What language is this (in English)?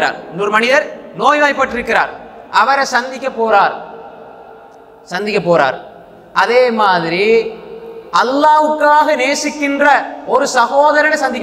Tamil